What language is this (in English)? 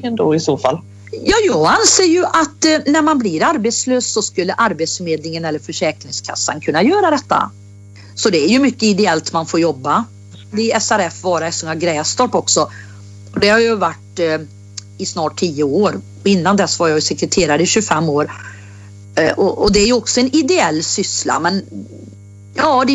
Swedish